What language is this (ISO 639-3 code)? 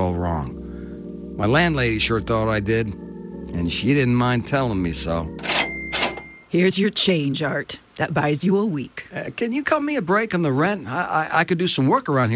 eng